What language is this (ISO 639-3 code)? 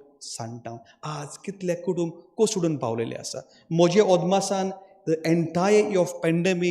kok